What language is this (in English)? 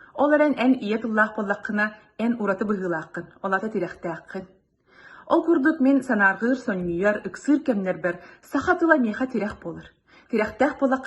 Yakut